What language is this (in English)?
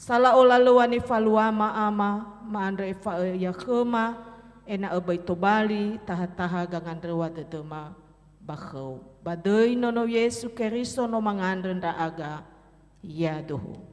Nias